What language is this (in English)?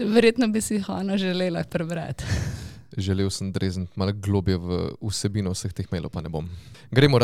Slovenian